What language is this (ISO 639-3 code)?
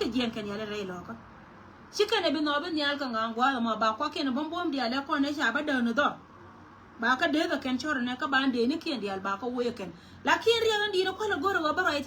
nus